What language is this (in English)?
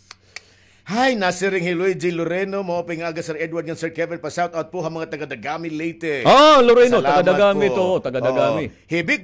Waray